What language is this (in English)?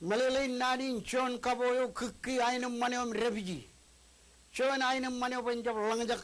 Marshallese